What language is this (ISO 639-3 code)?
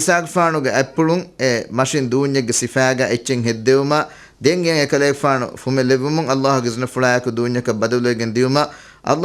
div